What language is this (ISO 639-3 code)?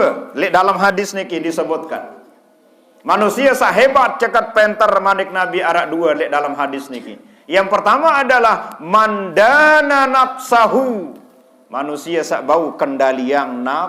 sas